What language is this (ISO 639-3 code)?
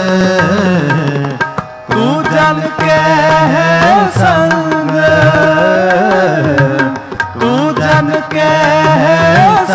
pan